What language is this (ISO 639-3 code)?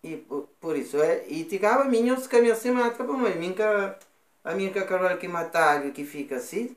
kea